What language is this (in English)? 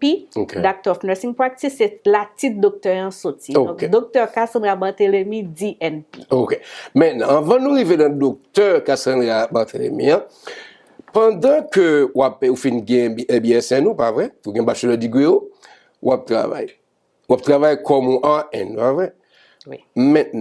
Haitian Creole